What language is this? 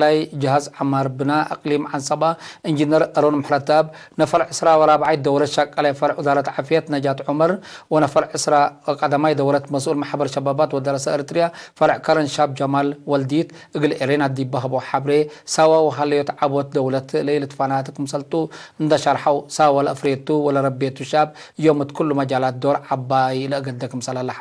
Tigre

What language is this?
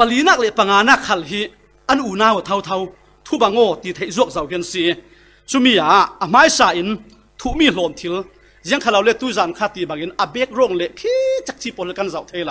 Falam Chin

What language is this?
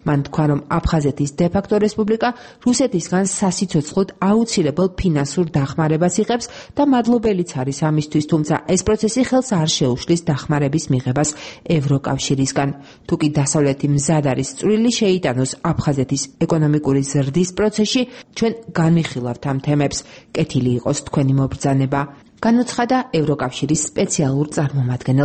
Georgian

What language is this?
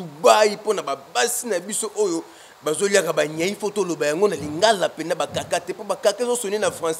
Lingala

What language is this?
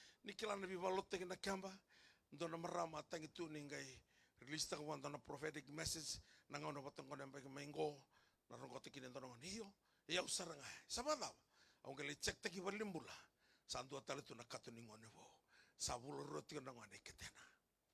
Fijian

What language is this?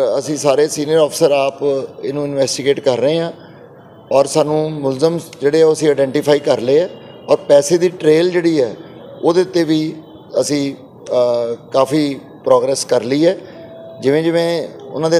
Punjabi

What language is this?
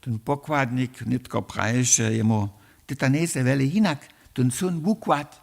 Upper Sorbian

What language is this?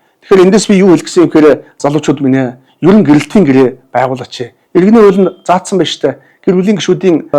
Mongolian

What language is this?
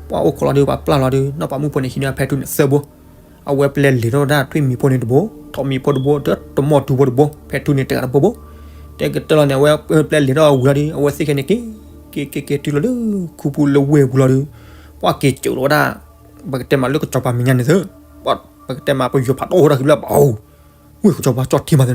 S'gaw Karen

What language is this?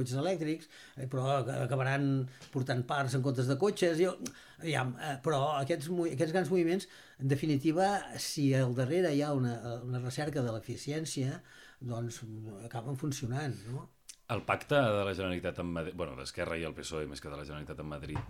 Catalan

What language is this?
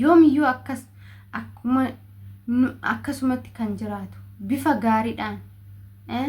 Oromo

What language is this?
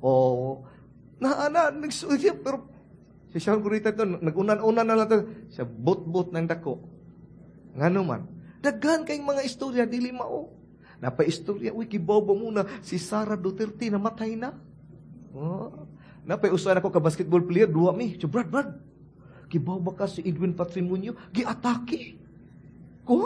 Cebuano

